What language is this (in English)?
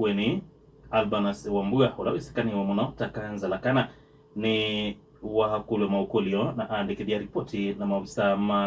Kamba